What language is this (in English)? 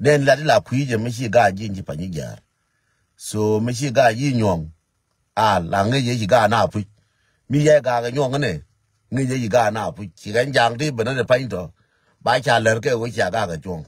Nuer